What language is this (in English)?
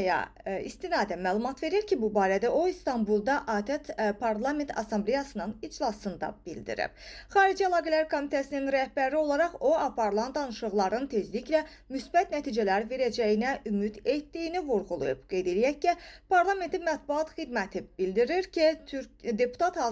Azerbaijani